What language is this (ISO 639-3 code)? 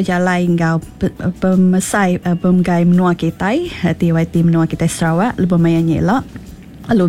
iba